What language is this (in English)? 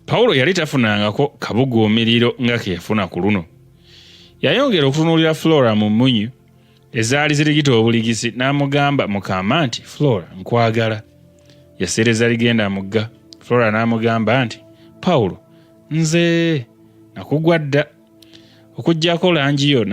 Ganda